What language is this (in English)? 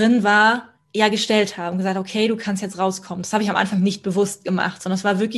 German